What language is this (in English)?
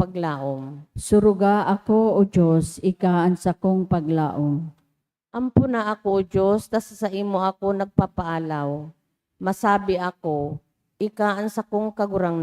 Bikol